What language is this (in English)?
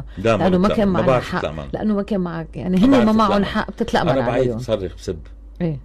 North Levantine Arabic